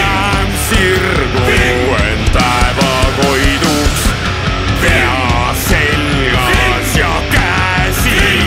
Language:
Estonian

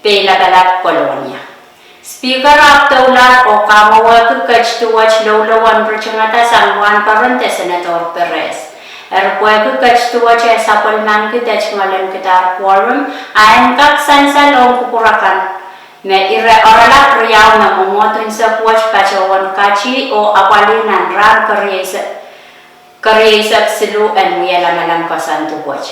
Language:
Pohnpeian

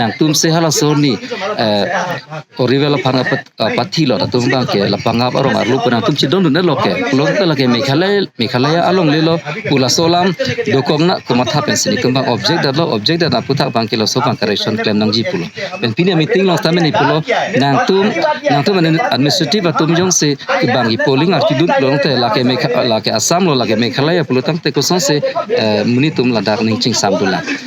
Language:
Karbi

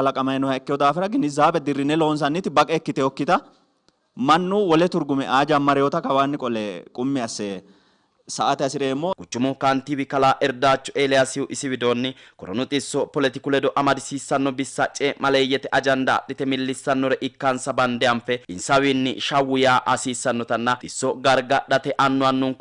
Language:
Sidamo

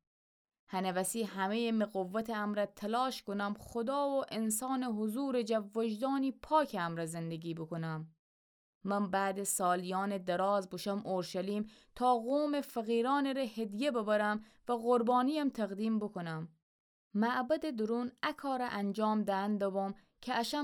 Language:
Gilaki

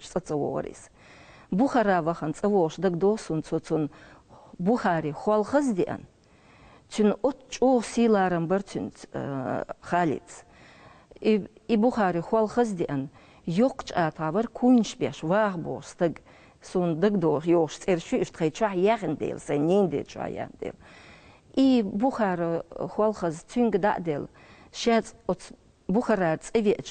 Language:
Chechen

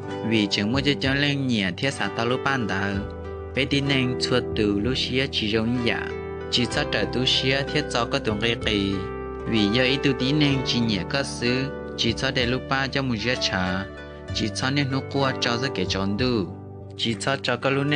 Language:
Hmong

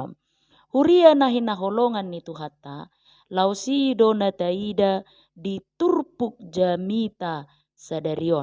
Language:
Batak Toba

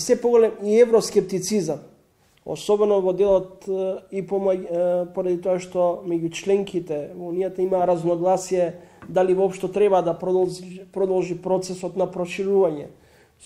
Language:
Macedonian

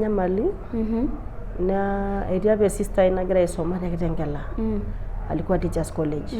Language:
Masai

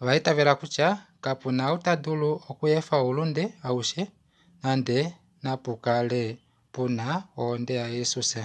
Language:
Kuanyama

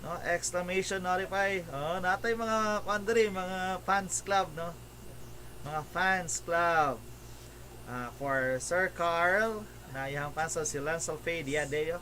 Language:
Cebuano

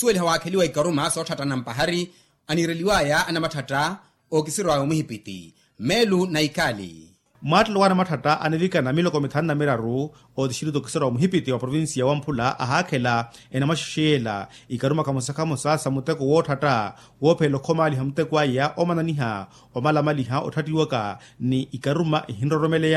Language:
Makhuwa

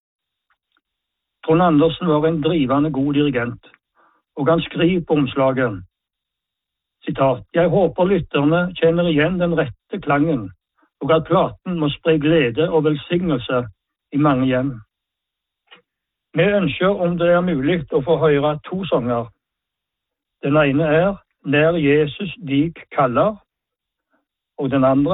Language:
Norwegian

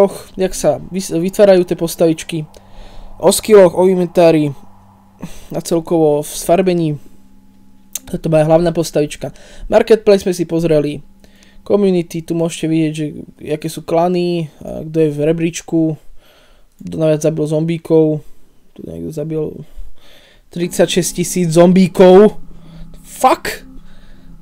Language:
Slovak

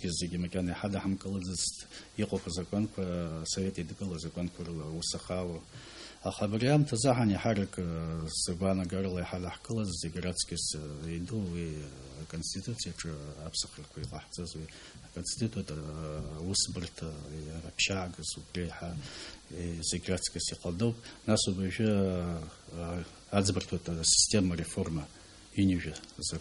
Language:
Abkhazian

